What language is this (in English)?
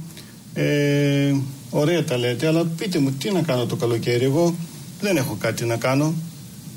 Greek